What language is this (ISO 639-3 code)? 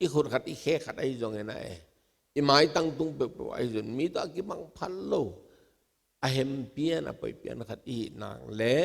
ctd